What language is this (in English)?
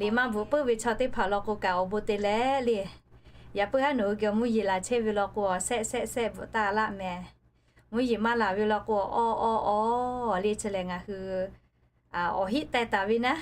Lahu